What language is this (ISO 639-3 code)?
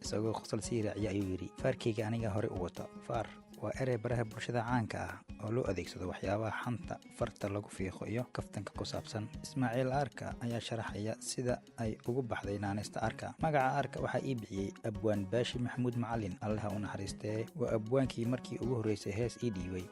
som